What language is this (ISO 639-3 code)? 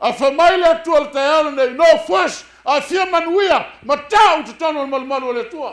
smo